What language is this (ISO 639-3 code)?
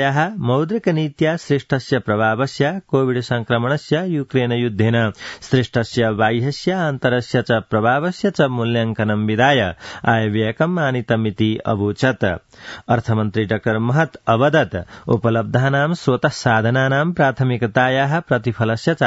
san